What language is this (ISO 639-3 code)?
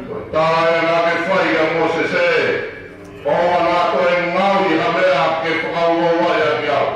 ton